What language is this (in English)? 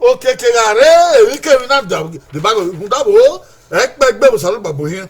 Bini